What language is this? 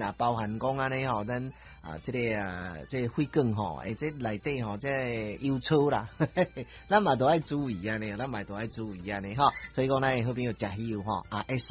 Min Nan Chinese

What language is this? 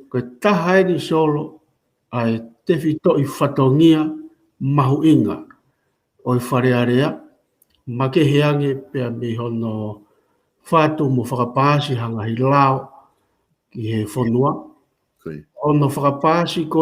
Tongan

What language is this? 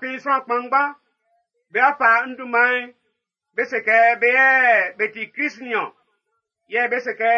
Baoulé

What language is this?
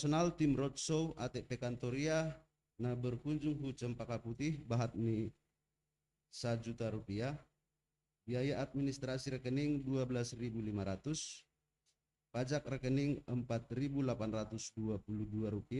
Batak Simalungun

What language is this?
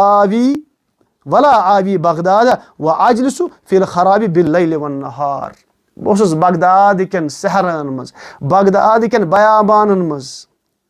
Kashmiri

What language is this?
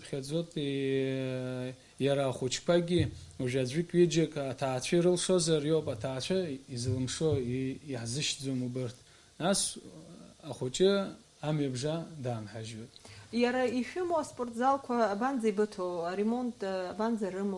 Abkhazian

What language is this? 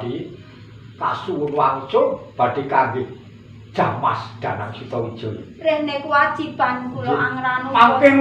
Javanese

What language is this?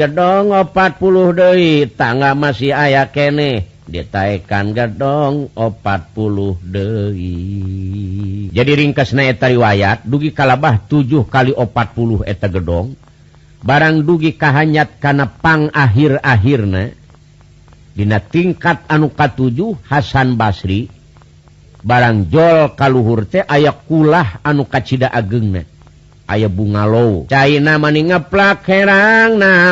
Sundanese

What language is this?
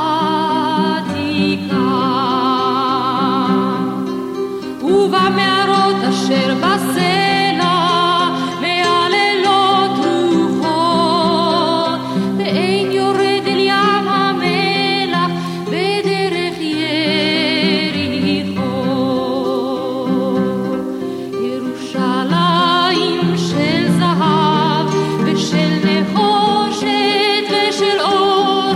Hebrew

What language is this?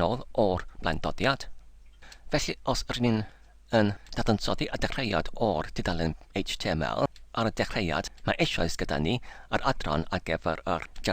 Welsh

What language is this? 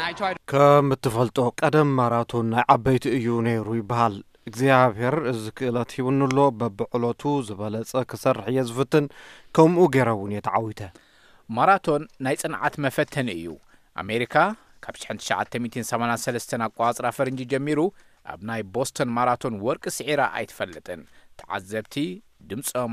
Tigrinya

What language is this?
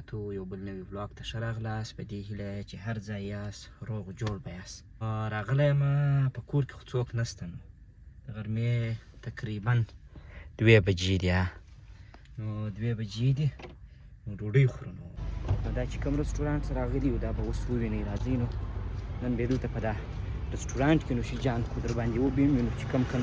Pashto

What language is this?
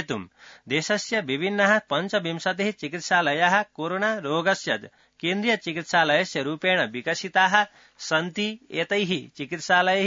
Sanskrit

